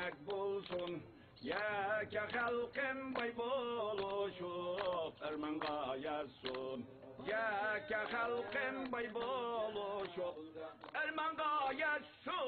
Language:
Uyghur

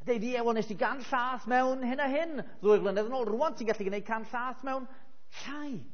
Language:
Welsh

